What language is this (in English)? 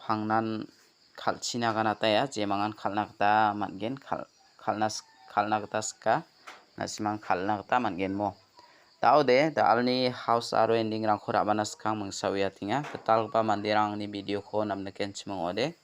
Garo